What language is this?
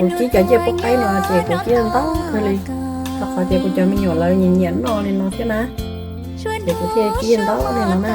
Hmong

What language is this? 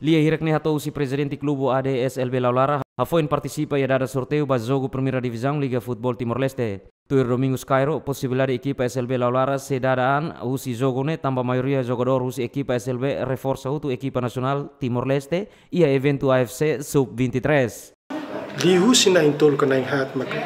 Tetum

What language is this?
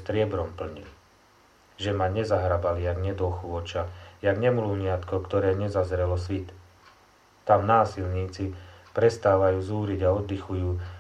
Slovak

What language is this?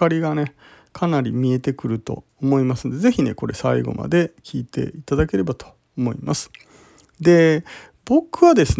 Japanese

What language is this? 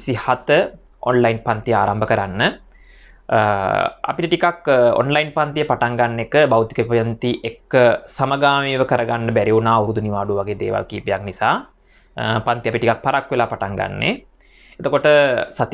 Sinhala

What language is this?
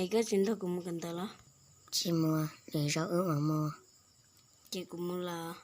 Hmong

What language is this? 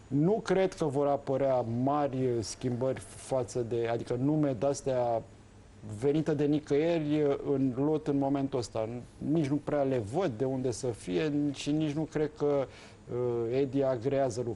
Romanian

